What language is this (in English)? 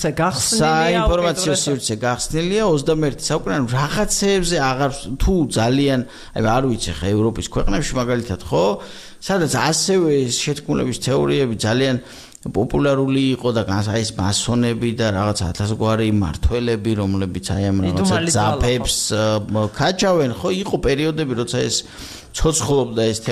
Georgian